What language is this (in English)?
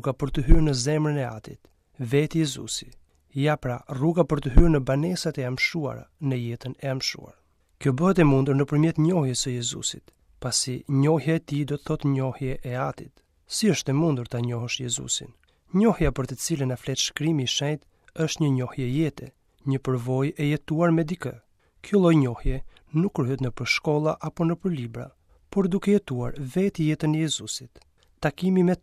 Albanian